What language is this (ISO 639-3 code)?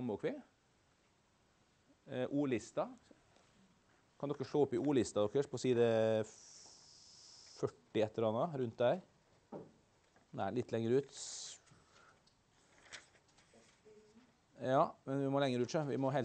nor